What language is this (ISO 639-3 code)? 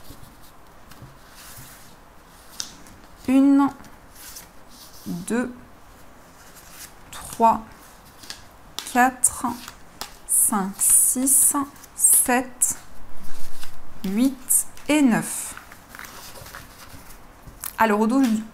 fra